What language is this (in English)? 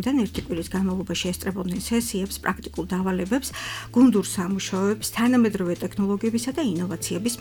Georgian